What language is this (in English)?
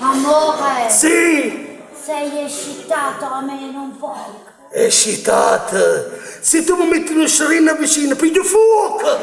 Neapolitan